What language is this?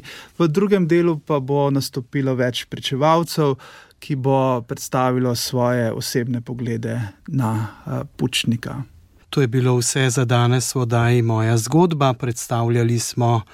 Slovenian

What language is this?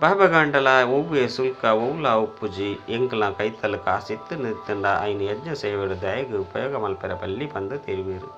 Tulu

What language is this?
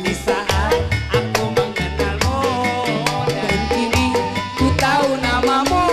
Betawi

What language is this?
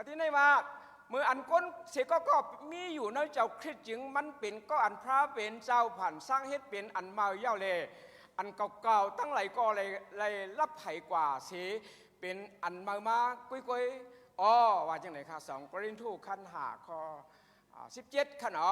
Shan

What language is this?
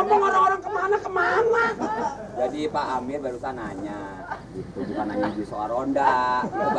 Betawi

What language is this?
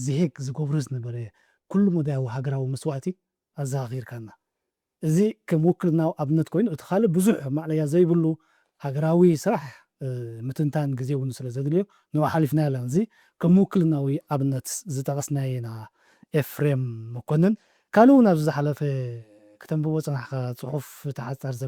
Tigrinya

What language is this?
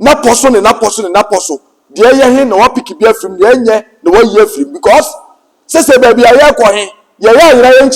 Akan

